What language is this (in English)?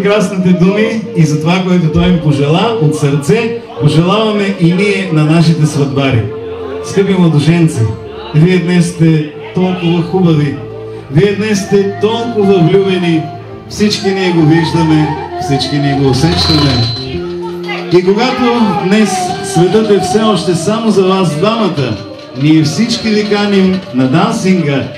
Bulgarian